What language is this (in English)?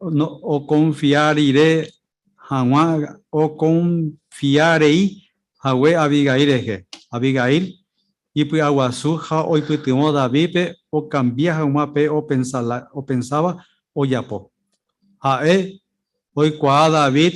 Guarani